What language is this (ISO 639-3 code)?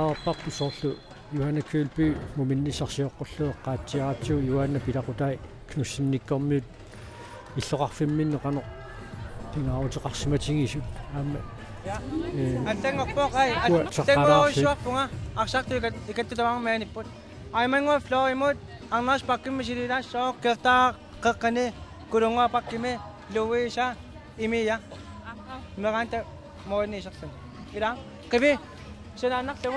kal